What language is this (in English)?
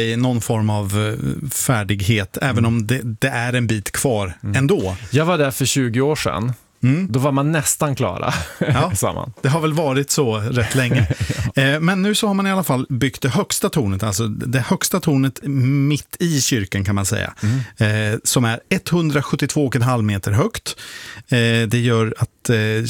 Swedish